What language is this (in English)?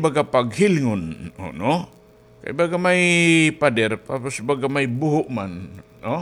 Waray